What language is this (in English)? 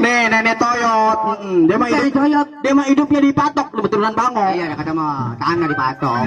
Betawi